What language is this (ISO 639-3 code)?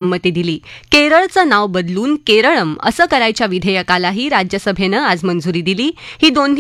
mar